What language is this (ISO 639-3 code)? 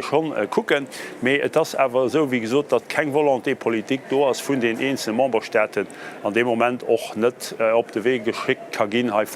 ltz